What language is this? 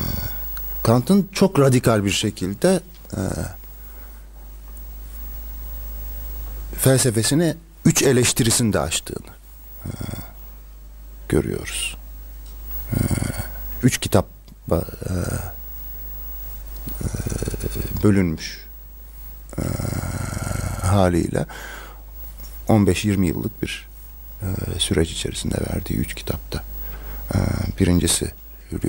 Turkish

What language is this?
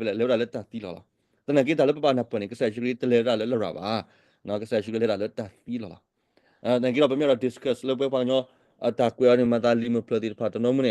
S'gaw Karen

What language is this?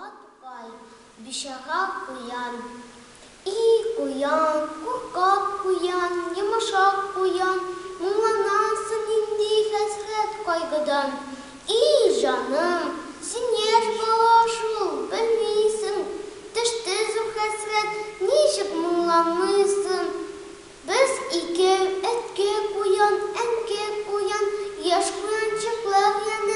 Tatar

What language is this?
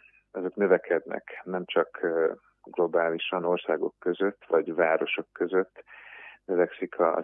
Hungarian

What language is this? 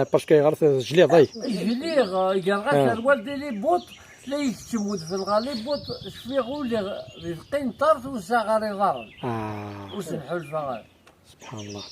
Kabyle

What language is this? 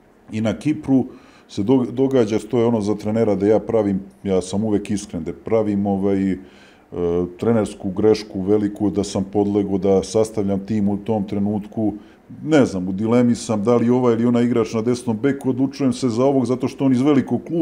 Serbian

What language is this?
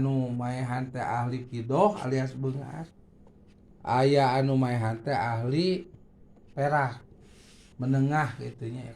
Sundanese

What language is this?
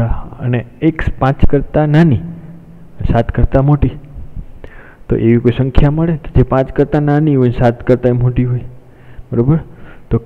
Gujarati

